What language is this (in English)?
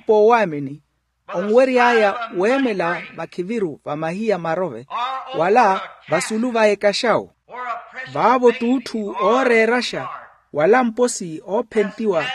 Makhuwa